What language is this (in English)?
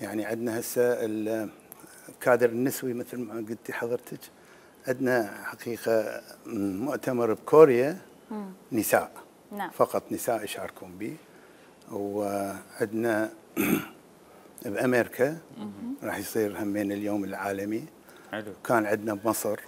Mesopotamian Arabic